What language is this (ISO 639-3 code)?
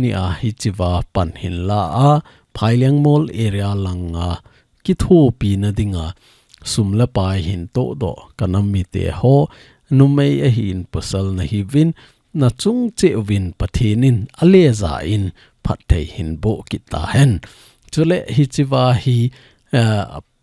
tcz